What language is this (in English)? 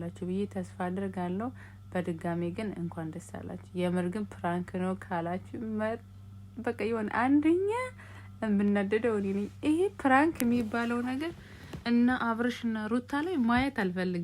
Amharic